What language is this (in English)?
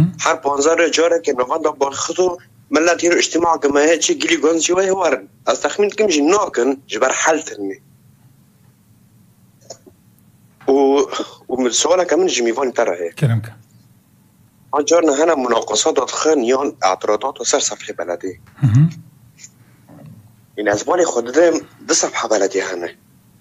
Persian